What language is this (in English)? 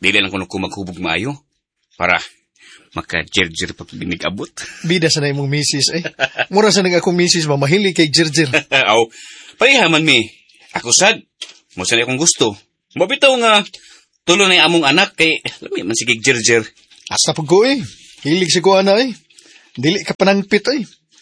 Cebuano